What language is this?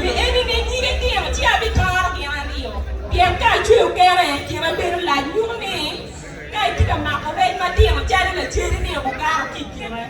Acoli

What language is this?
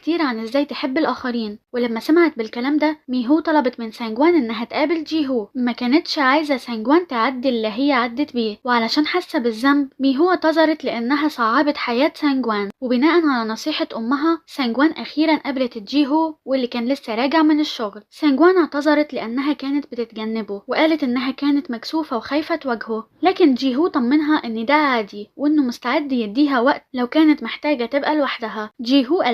Egyptian Arabic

